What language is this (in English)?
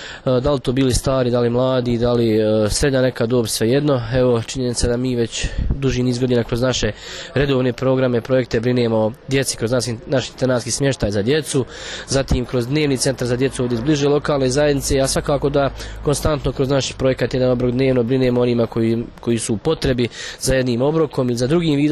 Bosnian